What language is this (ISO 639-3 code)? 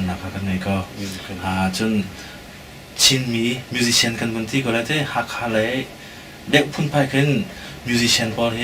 cnh